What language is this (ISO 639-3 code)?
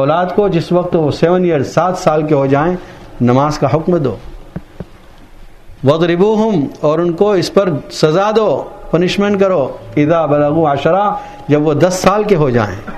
urd